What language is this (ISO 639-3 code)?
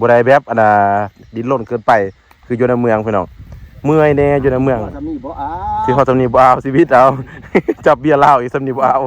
lao